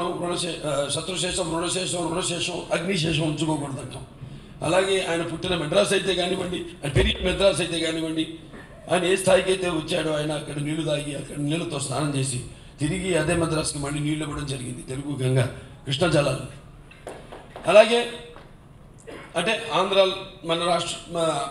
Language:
Telugu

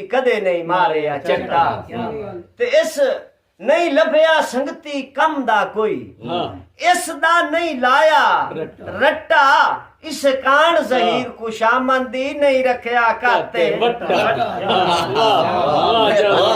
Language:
Saraiki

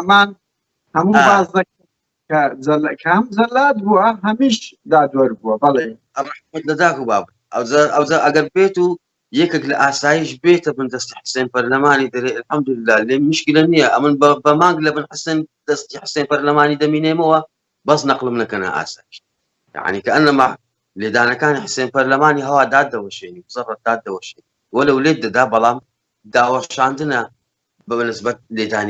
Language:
Central Kurdish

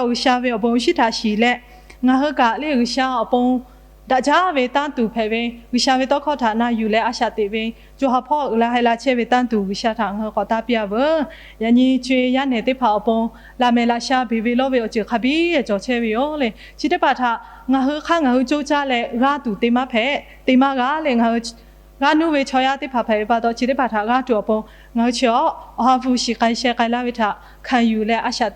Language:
Lahu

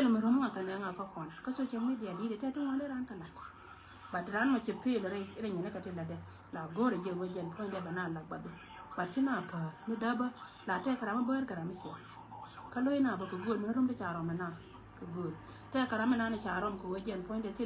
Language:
Nuer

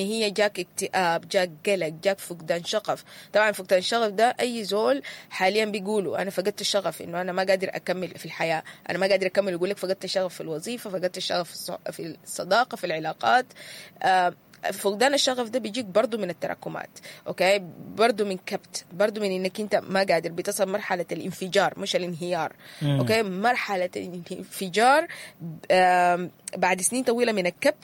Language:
Sudanese Arabic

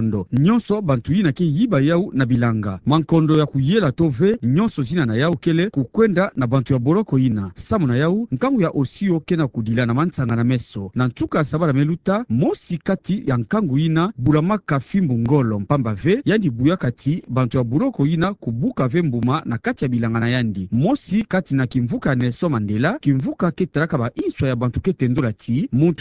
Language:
Kituba (Democratic Republic of Congo)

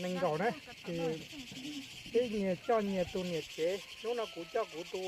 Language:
Hmong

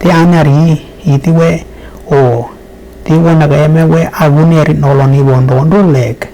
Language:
Western Dani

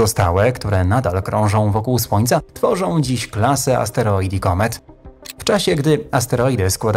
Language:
Polish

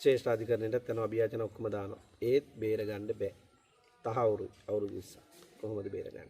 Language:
Sinhala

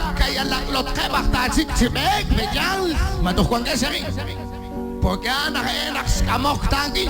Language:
Kekchí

